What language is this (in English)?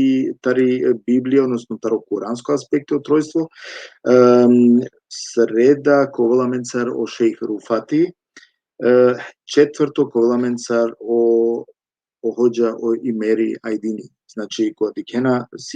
Balkan Romani